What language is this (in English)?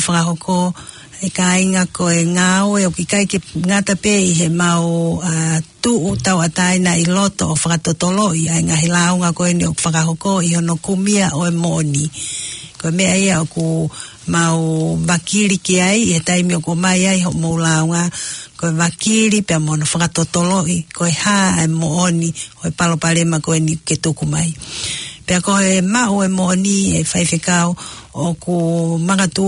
Tongan